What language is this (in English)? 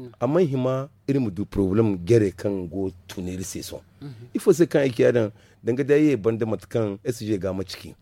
Zarma